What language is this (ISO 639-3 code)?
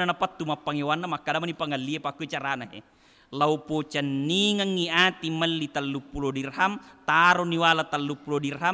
bug